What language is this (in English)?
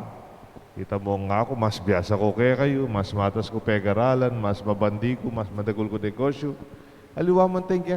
Pampanga